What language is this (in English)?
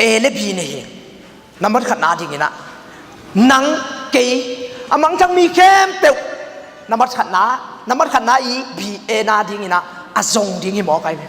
Tedim Chin